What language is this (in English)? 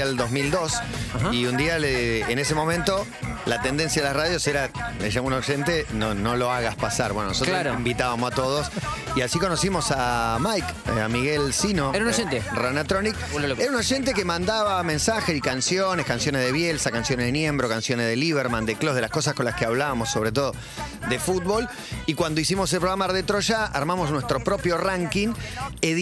Spanish